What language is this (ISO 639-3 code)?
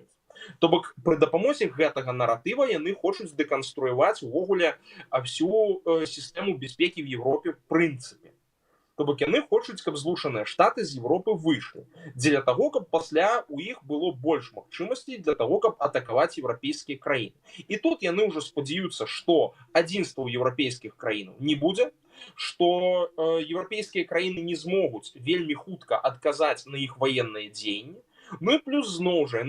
bel